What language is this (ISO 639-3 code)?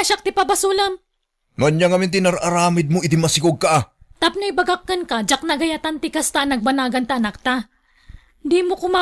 ilo